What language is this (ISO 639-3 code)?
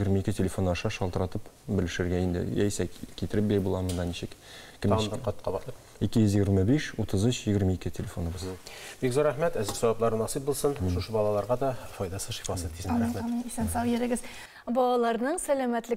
tat